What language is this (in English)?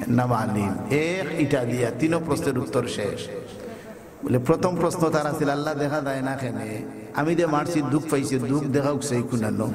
Sylheti